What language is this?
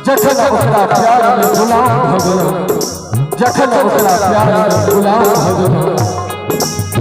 Maithili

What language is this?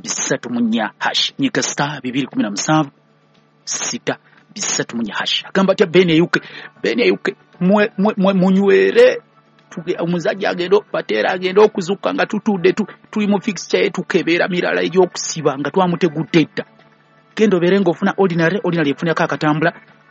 Ganda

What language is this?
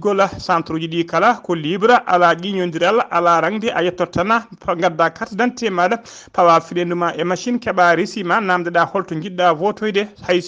Fula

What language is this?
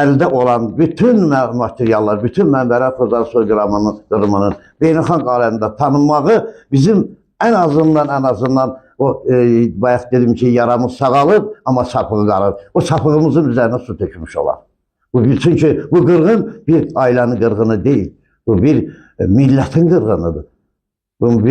Azerbaijani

